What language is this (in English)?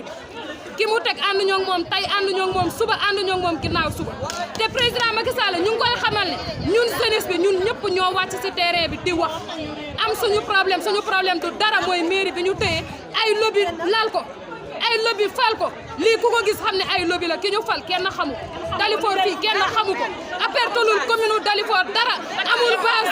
Wolof